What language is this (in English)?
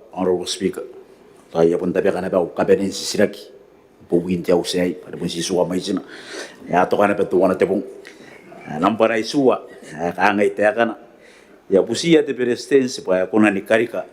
Gilbertese